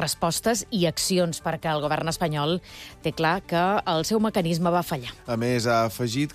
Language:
Catalan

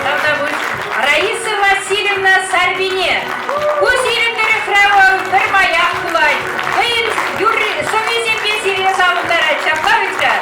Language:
Chuvash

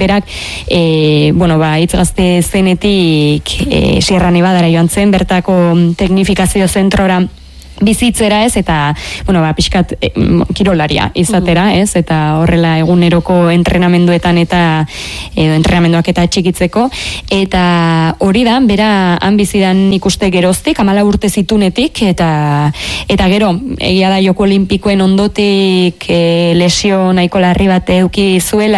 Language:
Basque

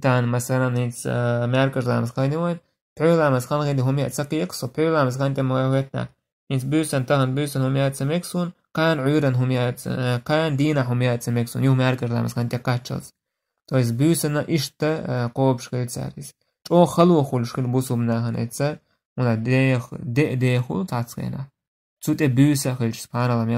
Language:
Chechen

